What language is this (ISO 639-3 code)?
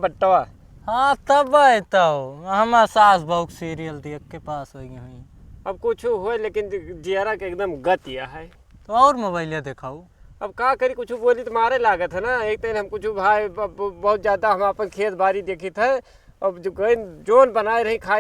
awa